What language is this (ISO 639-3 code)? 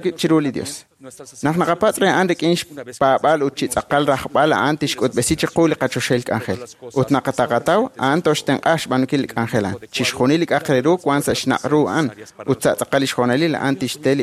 kek